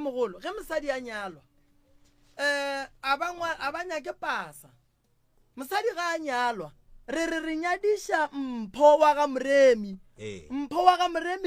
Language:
Northern Sotho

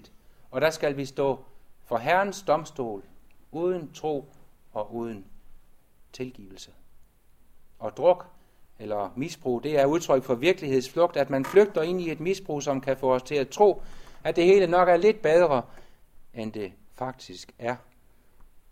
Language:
Danish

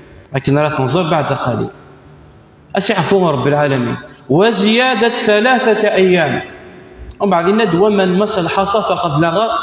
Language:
Kabyle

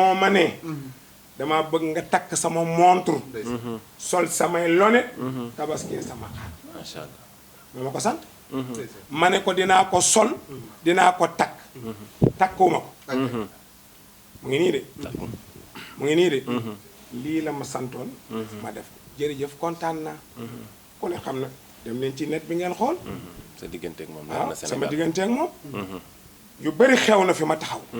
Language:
Wolof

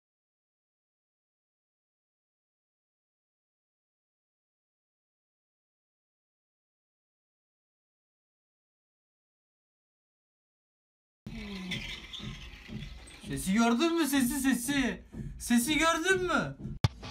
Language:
Turkish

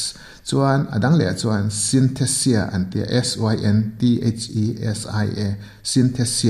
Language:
Mizo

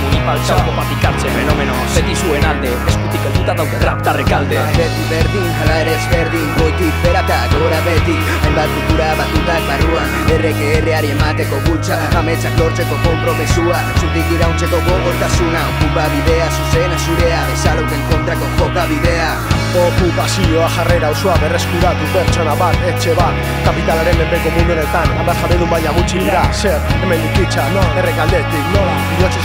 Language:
Basque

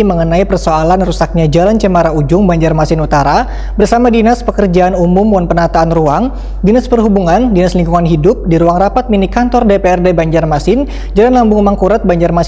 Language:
Banjar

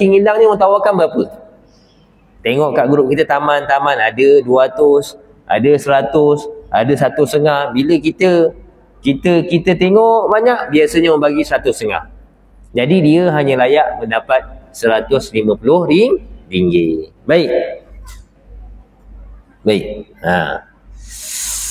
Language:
Malay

